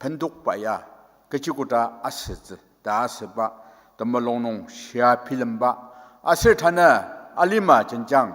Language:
Ao Naga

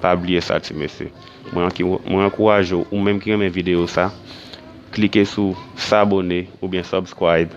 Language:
Haitian Creole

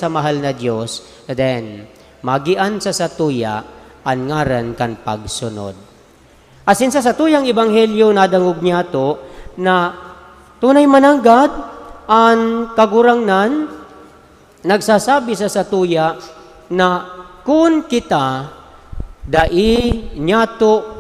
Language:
Bikol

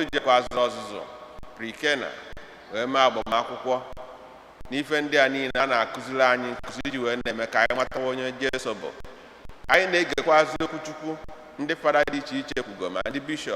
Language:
Igbo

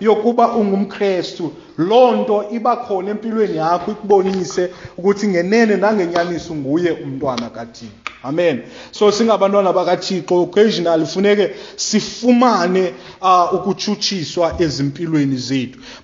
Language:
Xhosa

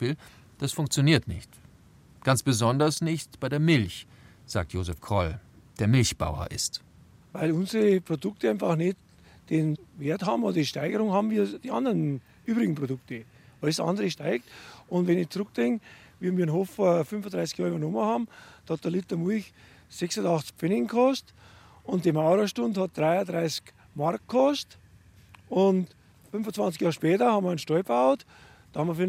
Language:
German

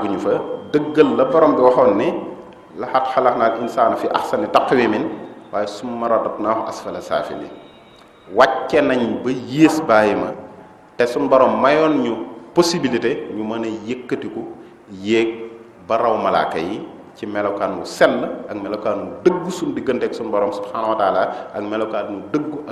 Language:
Wolof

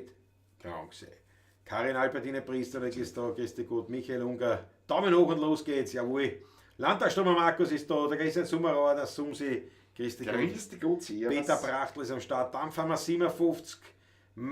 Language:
Bavarian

